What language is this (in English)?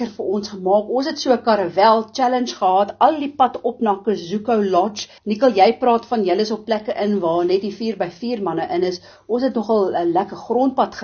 Afrikaans